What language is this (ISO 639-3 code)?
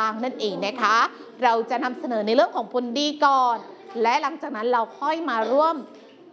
tha